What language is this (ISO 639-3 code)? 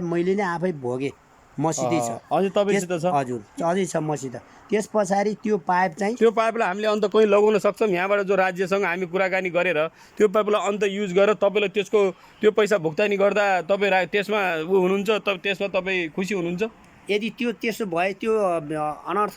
nep